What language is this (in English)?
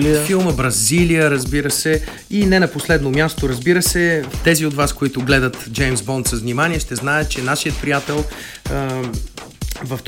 Bulgarian